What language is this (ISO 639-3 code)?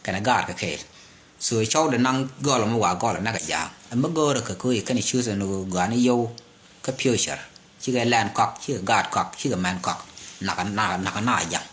nus